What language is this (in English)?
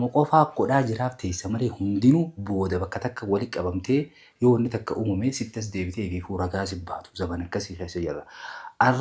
Oromo